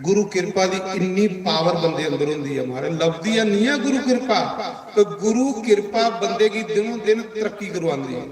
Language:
Dogri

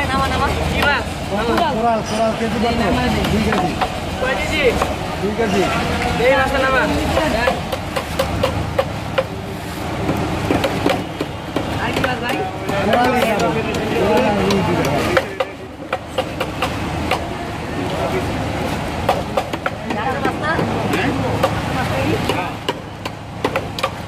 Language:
Bangla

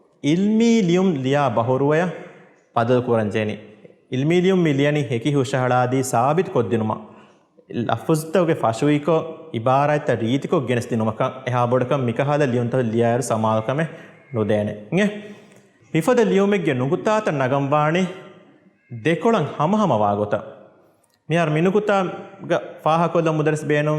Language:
Divehi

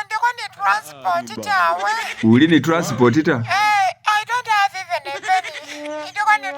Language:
Masaaba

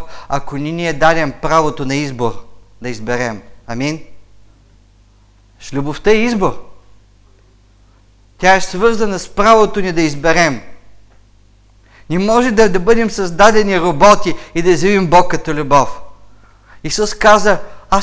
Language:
Bulgarian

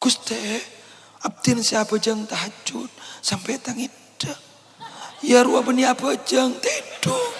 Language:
Madurese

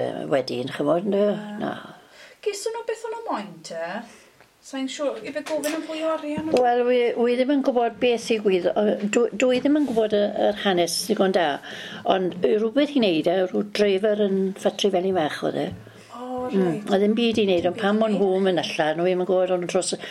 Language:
Welsh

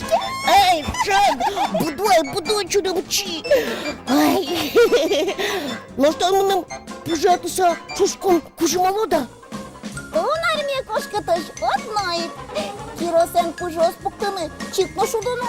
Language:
Udmurt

